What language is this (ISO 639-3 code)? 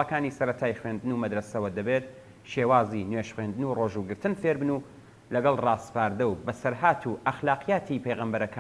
ckb